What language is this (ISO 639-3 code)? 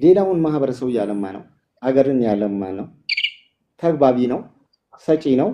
amh